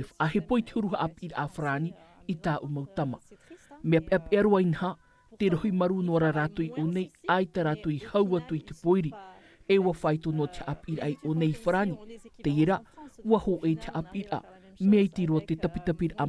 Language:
Tahitian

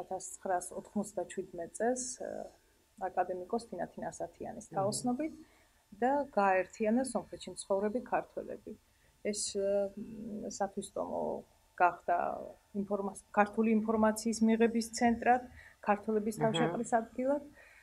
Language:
Georgian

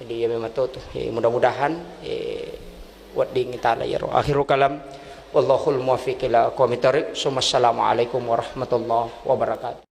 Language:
Buginese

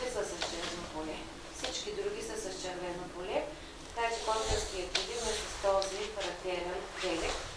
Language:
Bulgarian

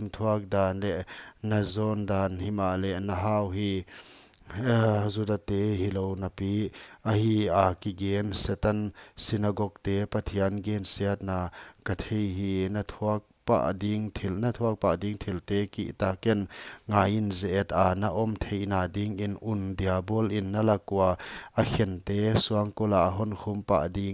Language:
Paite Chin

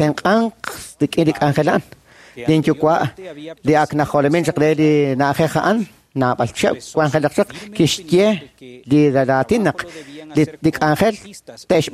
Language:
Kekchí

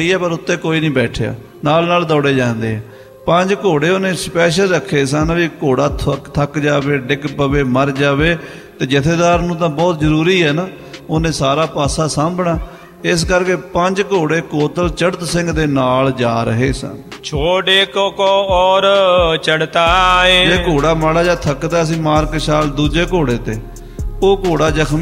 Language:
Punjabi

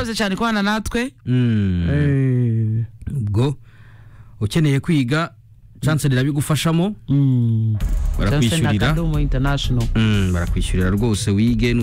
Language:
Kinyarwanda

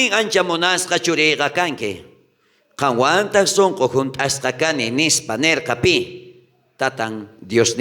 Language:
South Bolivian Quechua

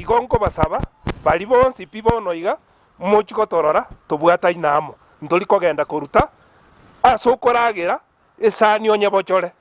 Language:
Gusii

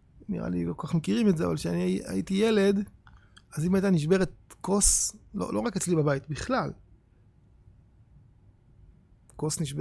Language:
Hebrew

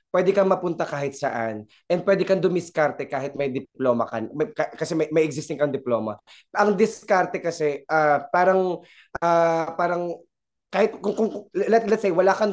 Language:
Filipino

